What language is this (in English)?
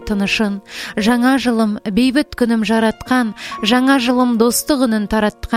Kazakh